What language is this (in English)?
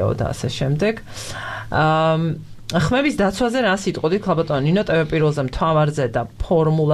Georgian